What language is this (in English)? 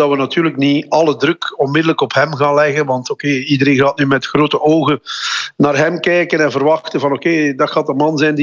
Dutch